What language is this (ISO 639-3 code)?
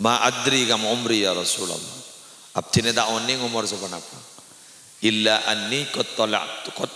mad